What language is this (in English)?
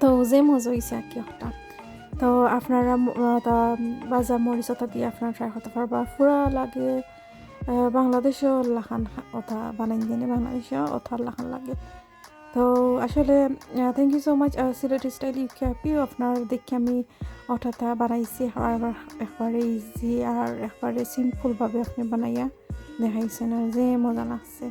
Sylheti